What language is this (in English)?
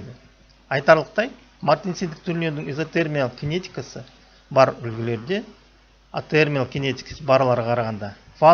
Kazakh